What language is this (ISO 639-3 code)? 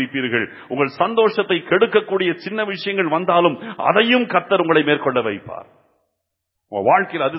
tam